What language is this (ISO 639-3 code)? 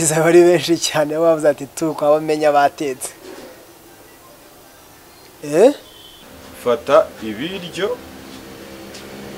kin